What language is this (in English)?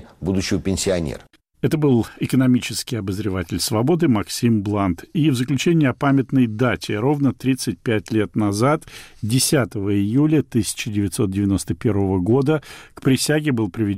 Russian